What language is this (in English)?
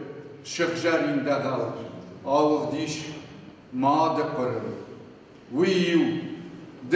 Ossetic